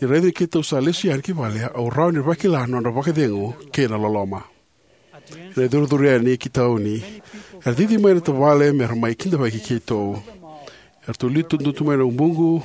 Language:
Fijian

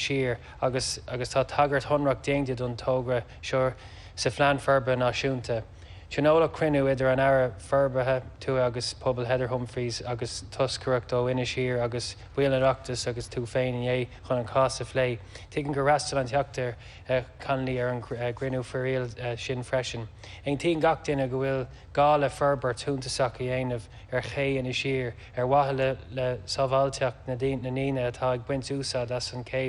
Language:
Irish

